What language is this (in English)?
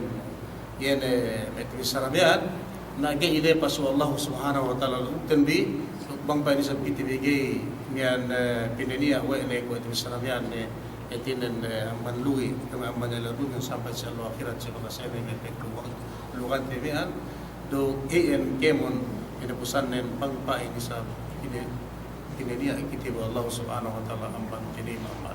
Yakan